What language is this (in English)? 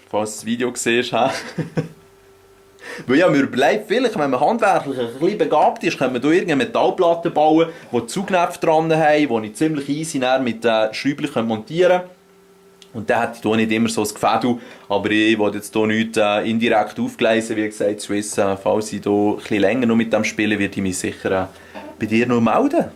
Swiss German